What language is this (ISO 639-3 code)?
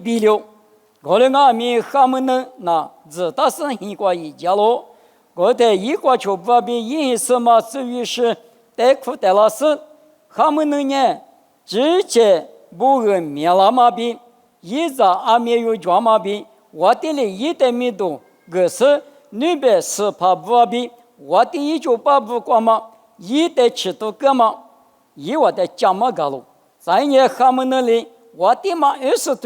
lis